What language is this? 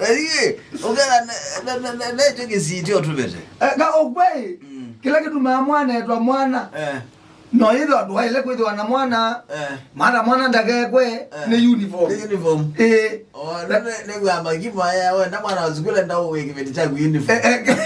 Kamba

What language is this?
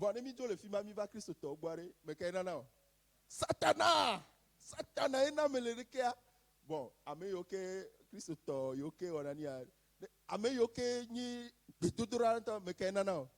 Ewe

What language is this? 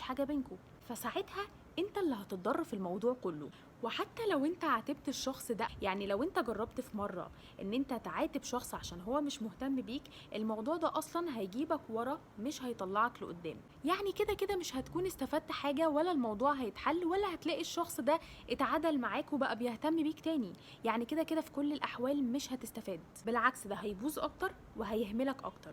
Egyptian Arabic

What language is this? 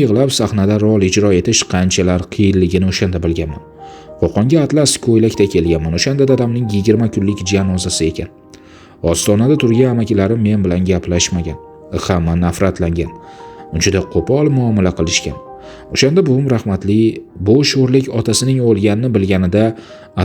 Uzbek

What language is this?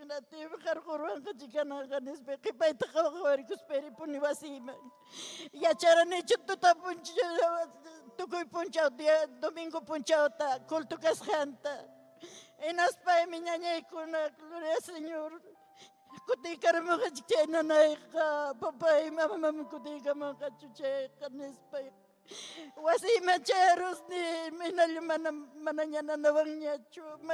Ayacucho Quechua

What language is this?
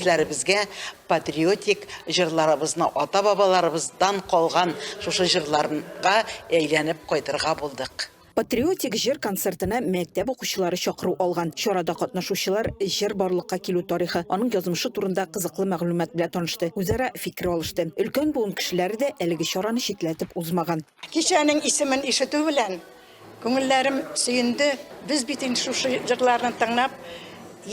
Tatar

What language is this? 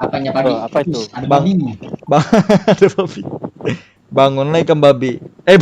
Banjar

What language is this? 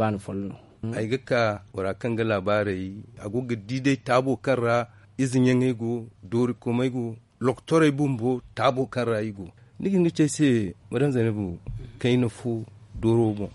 Zarma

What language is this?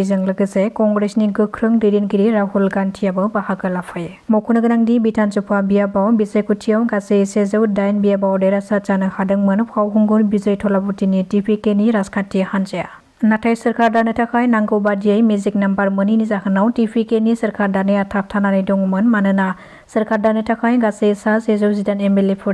Bodo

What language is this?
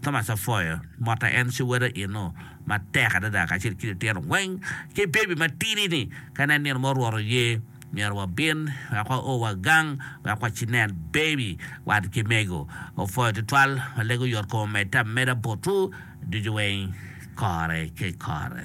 Acoli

